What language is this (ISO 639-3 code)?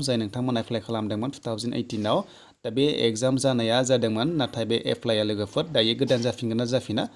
brx